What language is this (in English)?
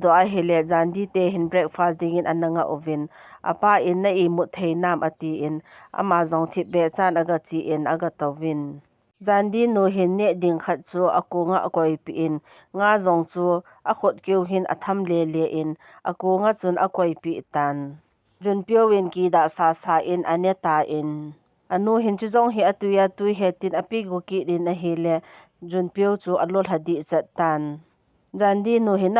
Thado Chin